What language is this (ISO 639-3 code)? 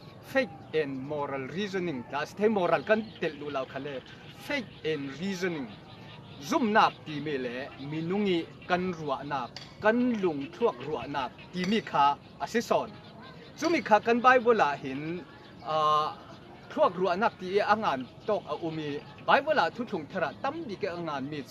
cfm